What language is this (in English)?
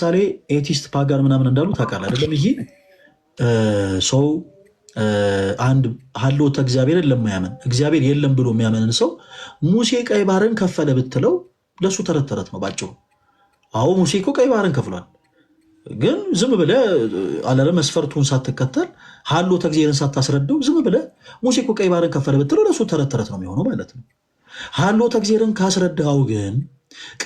Amharic